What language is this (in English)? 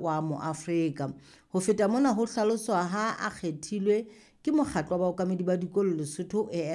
Southern Sotho